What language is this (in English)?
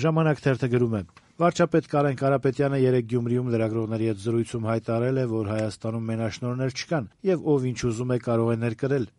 Armenian